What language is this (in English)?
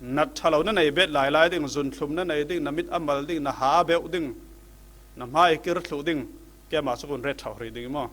Falam Chin